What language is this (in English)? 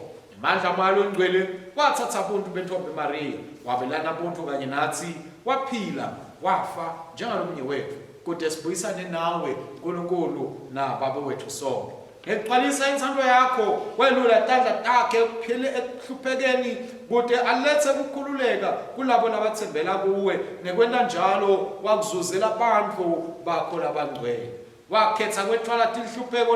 Swati